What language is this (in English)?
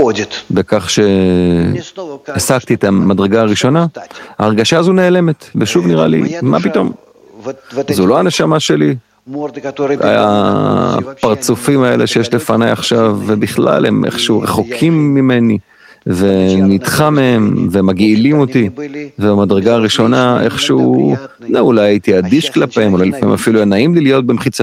Hebrew